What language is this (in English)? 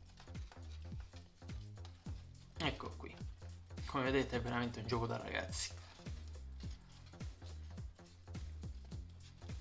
Italian